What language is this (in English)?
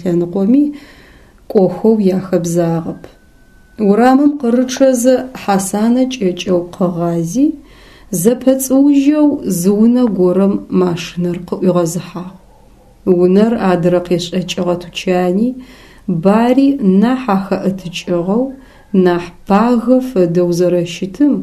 Adyghe